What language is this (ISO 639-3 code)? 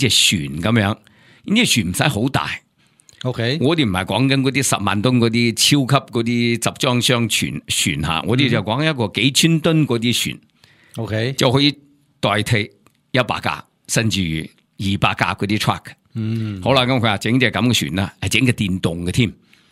yue